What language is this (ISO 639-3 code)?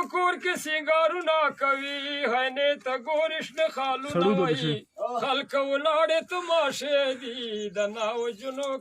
pus